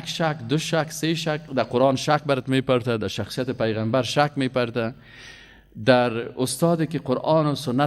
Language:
Persian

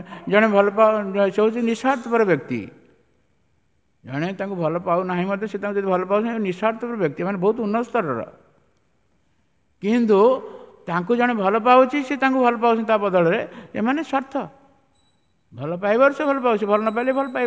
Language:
Odia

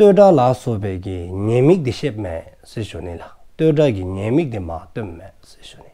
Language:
Dzongkha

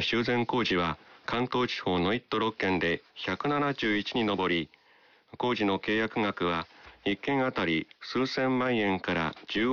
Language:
Japanese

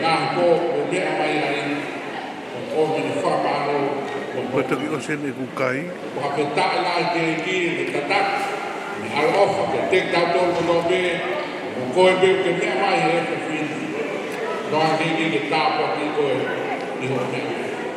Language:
Tongan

